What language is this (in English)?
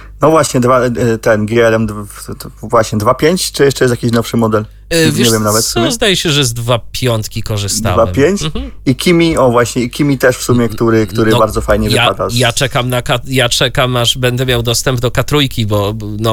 Polish